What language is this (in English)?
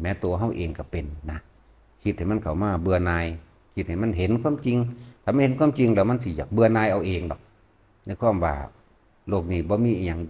Northeastern Thai